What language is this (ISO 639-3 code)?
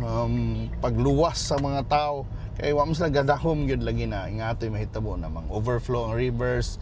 ceb